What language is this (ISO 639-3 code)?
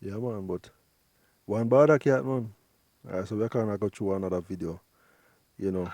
jam